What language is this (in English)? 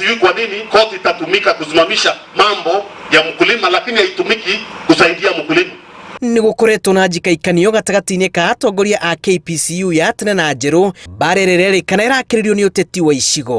Kikuyu